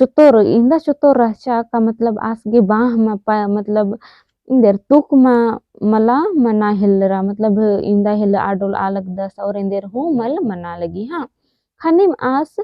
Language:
Kurukh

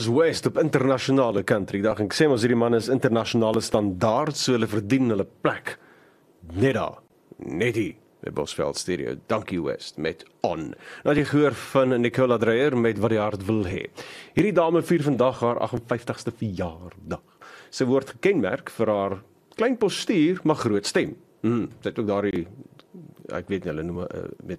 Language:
Afrikaans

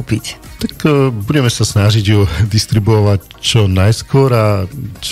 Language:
Slovak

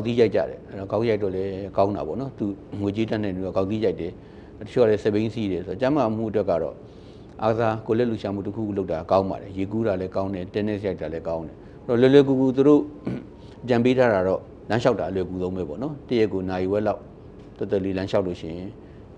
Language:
Burmese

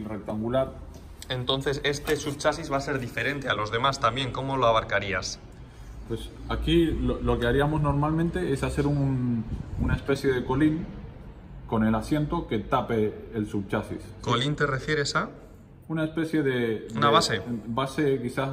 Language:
Spanish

